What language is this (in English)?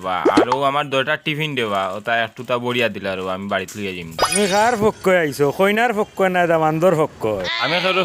Sylheti